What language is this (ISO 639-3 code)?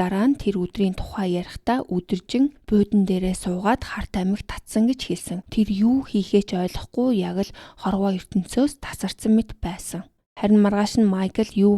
mon